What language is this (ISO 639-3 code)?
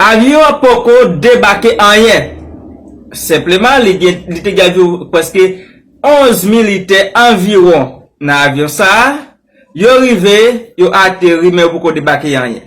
hat